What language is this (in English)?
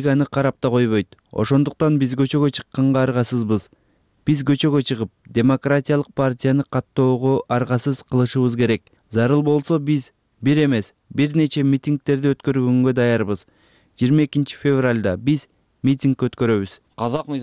Kyrgyz